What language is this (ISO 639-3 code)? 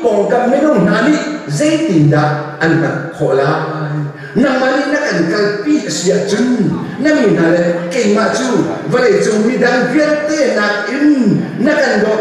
cnh